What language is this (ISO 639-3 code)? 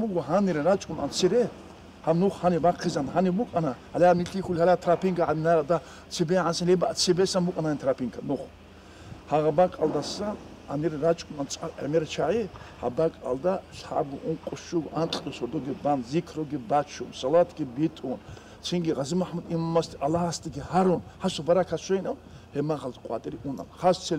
ava